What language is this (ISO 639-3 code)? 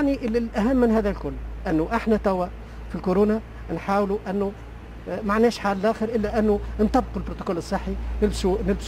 aeb